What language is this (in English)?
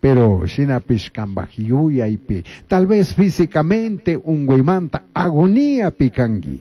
Chimborazo Highland Quichua